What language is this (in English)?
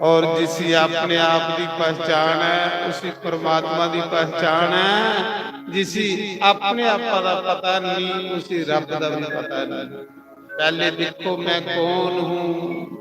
Dogri